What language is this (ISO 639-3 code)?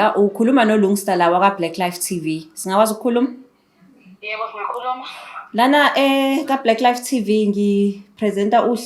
zul